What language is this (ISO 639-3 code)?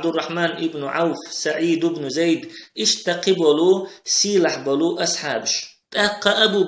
che